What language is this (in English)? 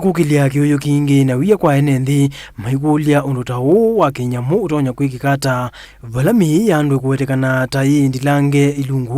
Kamba